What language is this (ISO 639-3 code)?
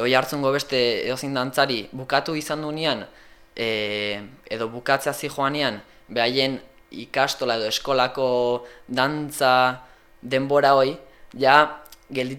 eus